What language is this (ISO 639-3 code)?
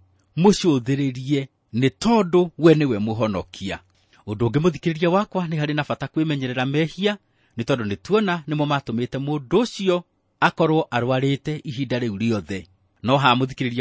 kik